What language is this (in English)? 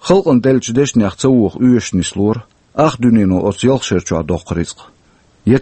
Chechen